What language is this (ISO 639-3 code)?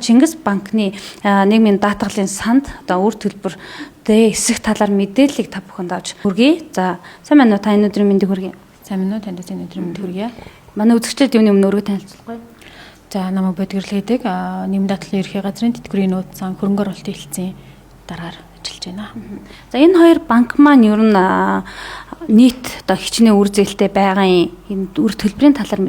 mon